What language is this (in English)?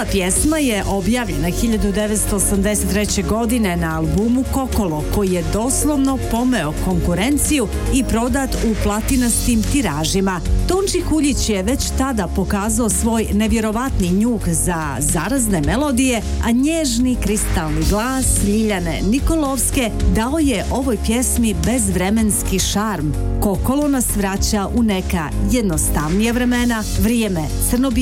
Bosnian